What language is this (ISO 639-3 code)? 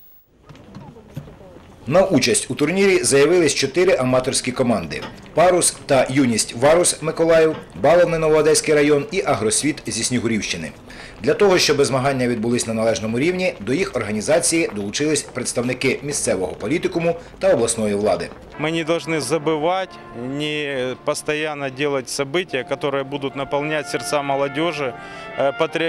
ukr